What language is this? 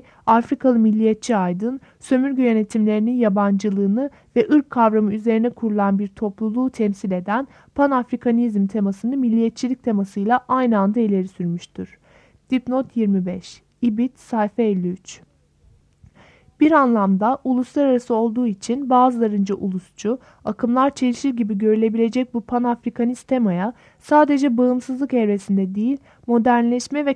Turkish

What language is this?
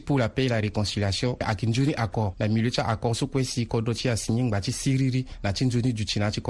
Sango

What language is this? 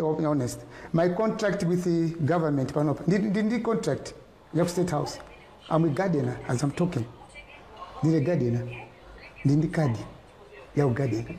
Nyanja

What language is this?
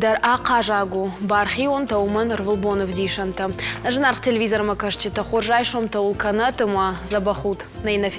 Ossetic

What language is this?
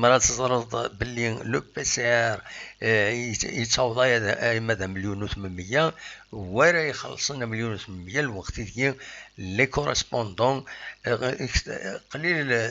Kabyle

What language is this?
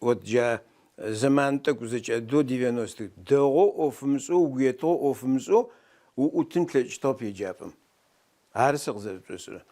Adyghe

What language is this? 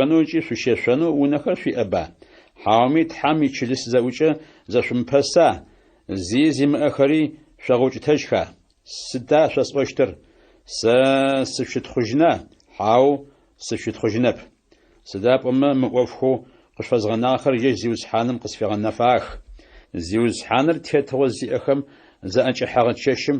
Adyghe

